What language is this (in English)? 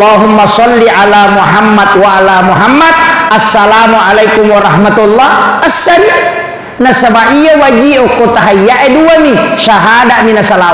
Buginese